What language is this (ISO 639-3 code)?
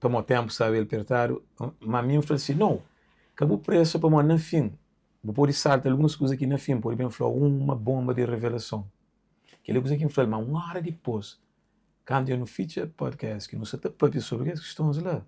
kea